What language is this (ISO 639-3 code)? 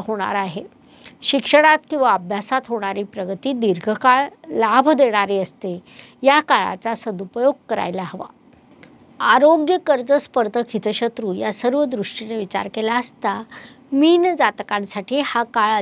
mar